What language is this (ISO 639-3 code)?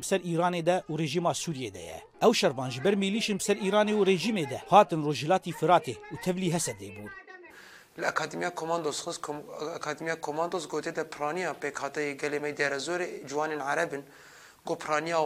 kur